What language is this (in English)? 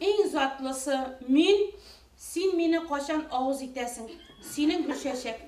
Bashkir